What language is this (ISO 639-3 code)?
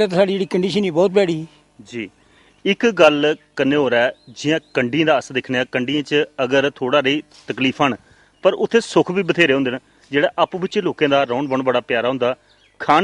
doi